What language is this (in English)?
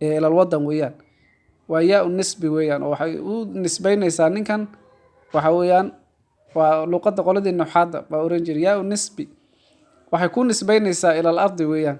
Somali